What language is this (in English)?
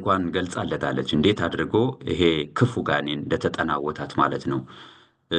Amharic